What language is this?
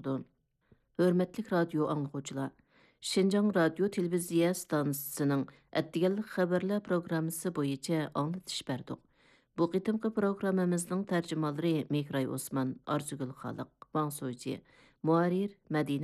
Uyghur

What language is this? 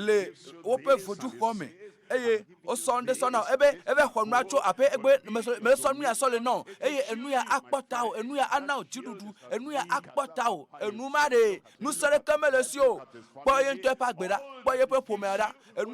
Ewe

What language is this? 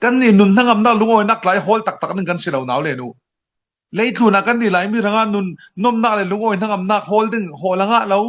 Falam Chin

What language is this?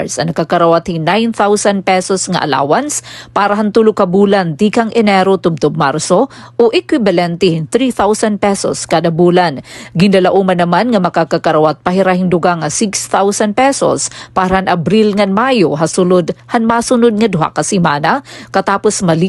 Waray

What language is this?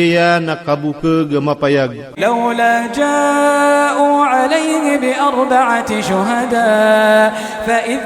Maranao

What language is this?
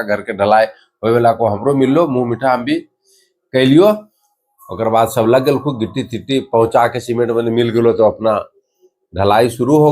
Magahi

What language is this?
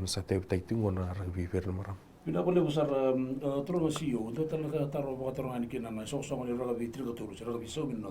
Fijian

